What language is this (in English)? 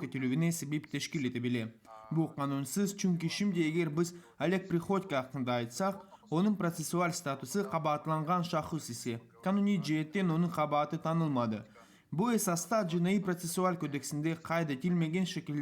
Crimean Tatar